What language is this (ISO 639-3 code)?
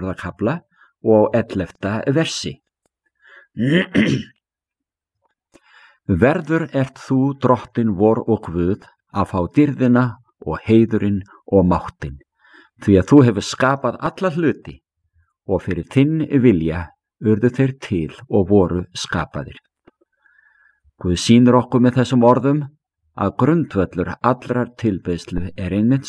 isl